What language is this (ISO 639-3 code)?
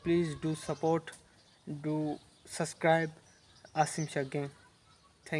hin